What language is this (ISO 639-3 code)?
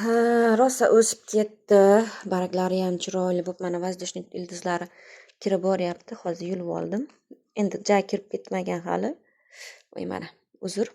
uzb